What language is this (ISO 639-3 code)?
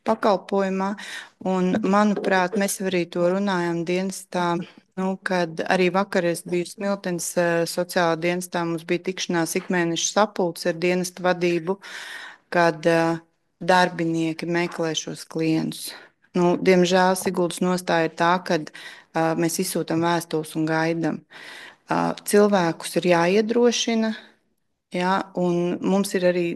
lav